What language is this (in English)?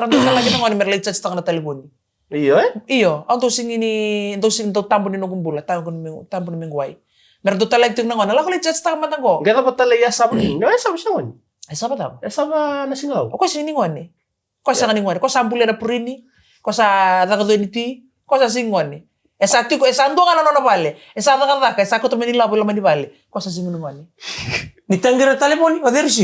Fijian